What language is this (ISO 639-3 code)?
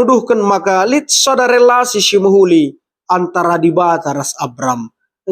btx